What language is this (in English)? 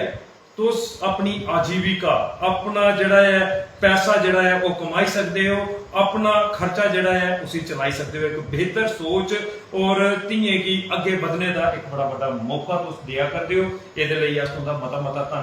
Dogri